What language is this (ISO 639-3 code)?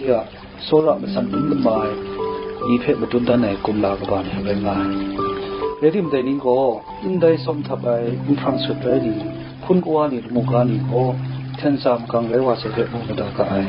kac